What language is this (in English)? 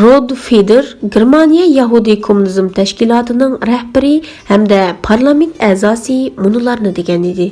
Uyghur